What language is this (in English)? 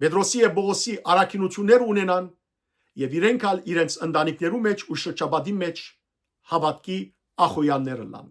Western Armenian